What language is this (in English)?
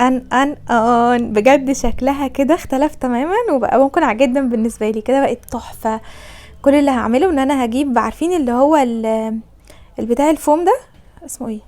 Egyptian Arabic